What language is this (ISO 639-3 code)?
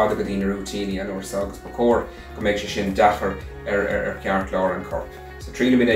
gle